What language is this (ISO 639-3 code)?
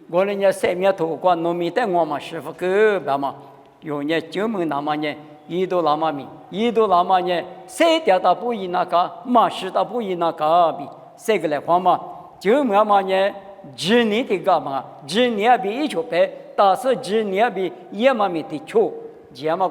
lis